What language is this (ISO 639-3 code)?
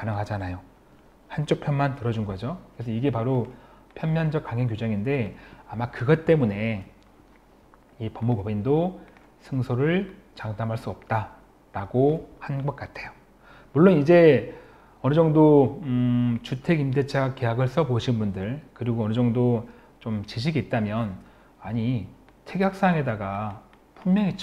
kor